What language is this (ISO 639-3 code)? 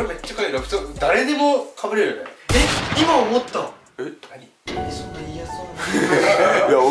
jpn